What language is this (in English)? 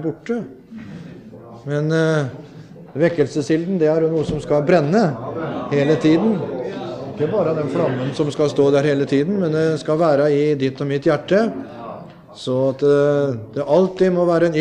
Norwegian